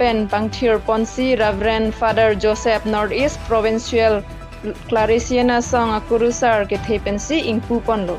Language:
Karbi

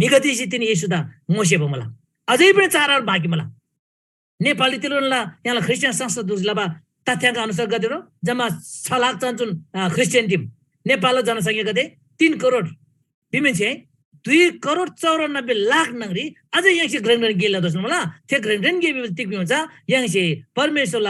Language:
Eastern Tamang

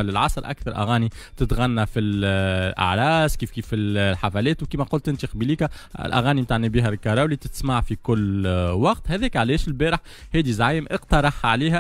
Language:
Tunisian Arabic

